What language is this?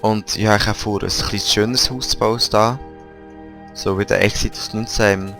Swiss German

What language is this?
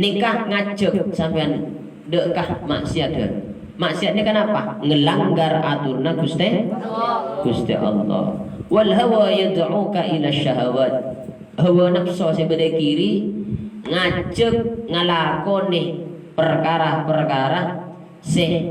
Madurese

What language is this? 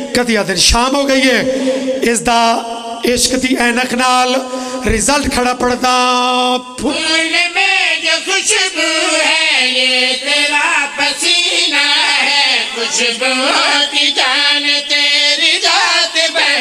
Pahari-Potwari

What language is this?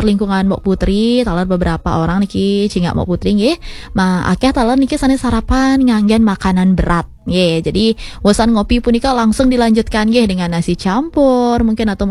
Balinese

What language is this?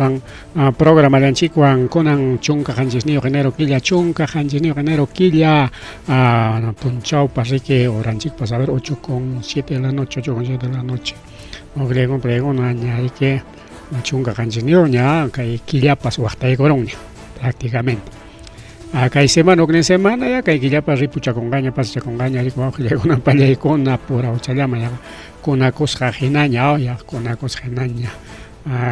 Ayacucho Quechua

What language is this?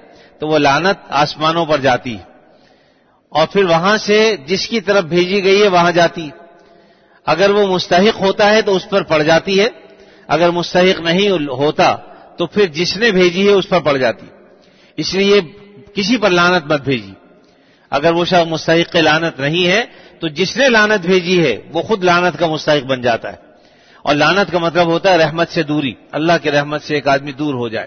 Urdu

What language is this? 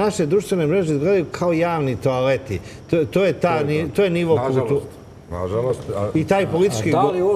Serbian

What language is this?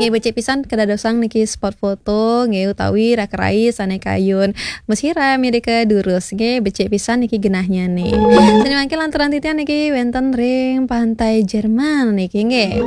Balinese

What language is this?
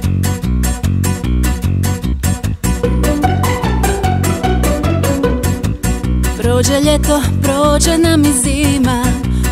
Croatian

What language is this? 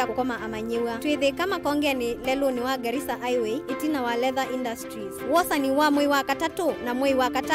Kamba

